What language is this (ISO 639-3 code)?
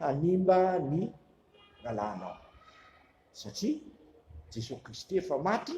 mlg